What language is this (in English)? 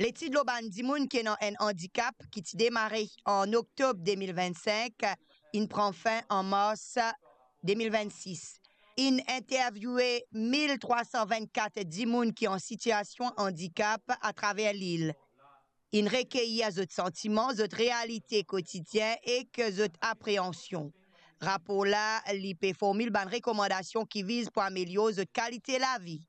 Morisyen